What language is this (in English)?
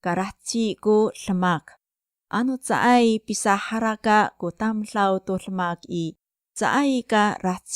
Amis